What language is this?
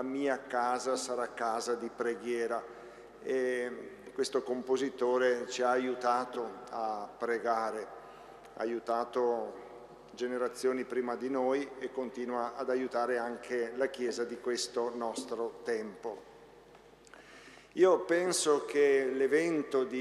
Italian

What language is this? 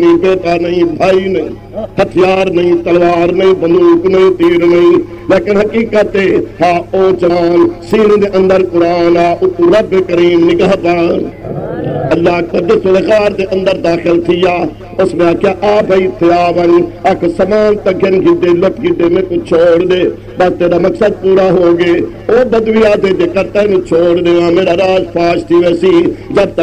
Saraiki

